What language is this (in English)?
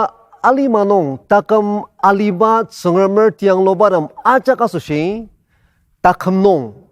Ao Naga